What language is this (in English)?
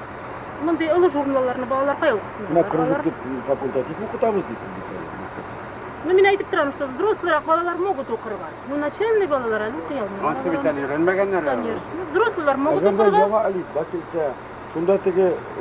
Tatar